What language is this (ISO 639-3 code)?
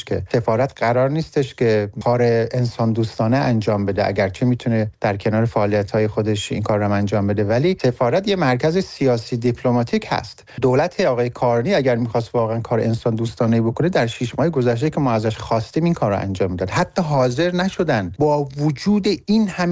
fas